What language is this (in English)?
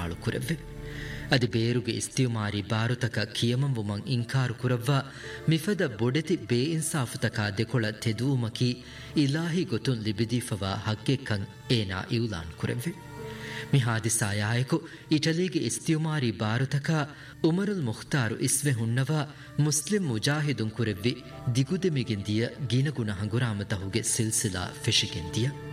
Divehi